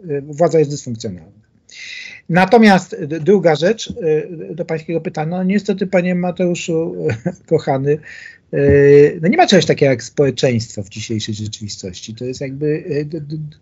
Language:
Polish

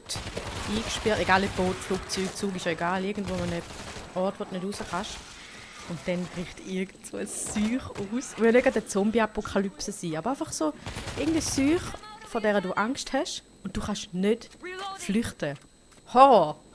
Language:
Swiss German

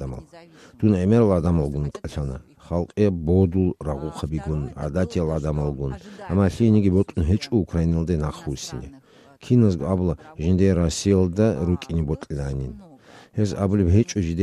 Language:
Avaric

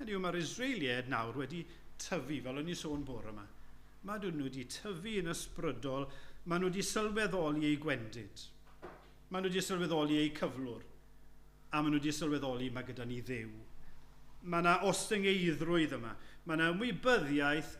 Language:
Welsh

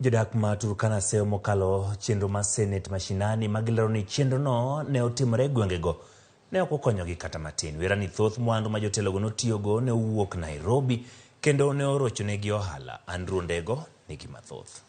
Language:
Luo (Kenya and Tanzania)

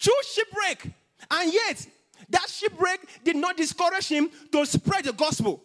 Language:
English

